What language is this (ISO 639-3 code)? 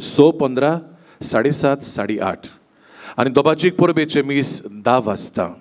kok